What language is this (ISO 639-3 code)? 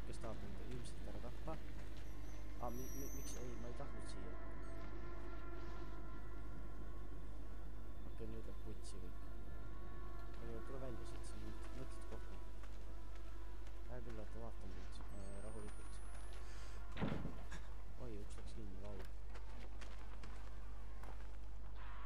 est